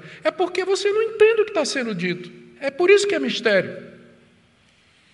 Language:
Portuguese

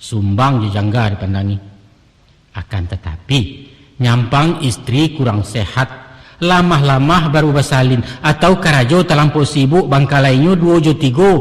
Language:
Minangkabau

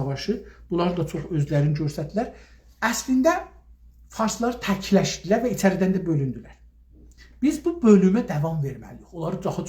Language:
South Azerbaijani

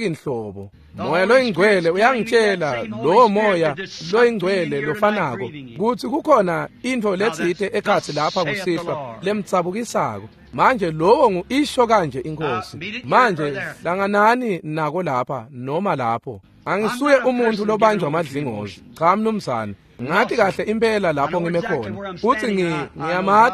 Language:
Swati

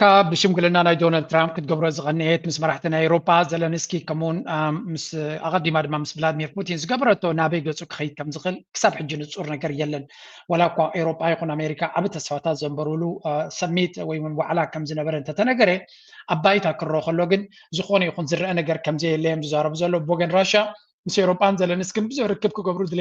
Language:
Tigrinya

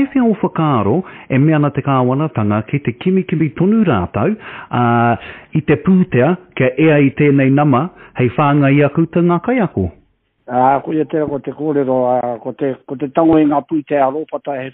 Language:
Māori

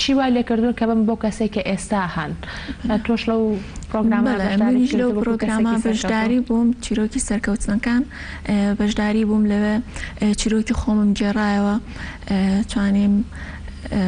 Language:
Central Kurdish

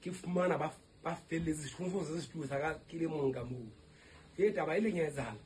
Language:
Southern Sotho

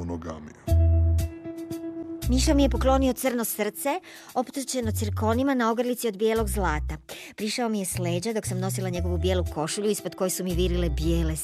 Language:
Croatian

